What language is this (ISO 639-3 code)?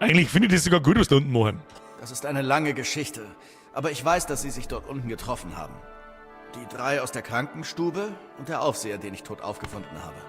bar